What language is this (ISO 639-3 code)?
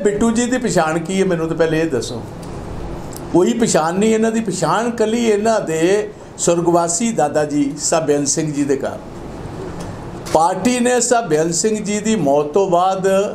pan